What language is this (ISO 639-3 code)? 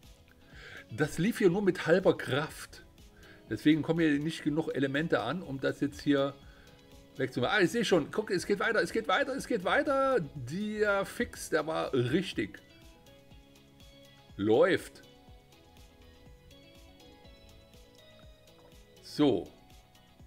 deu